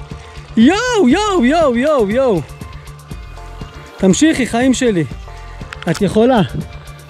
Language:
Hebrew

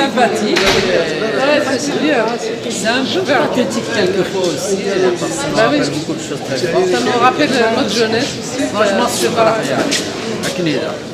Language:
Kabyle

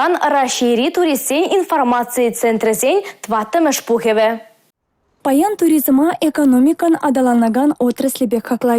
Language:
Chuvash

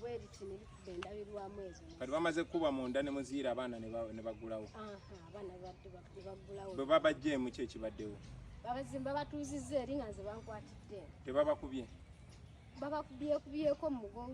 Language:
Ganda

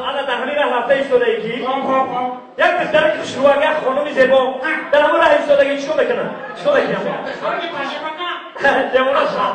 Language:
Tajik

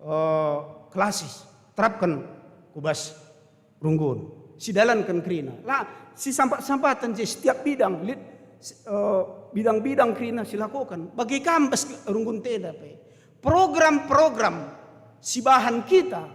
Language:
Batak Karo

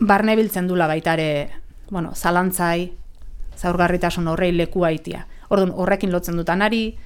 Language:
Basque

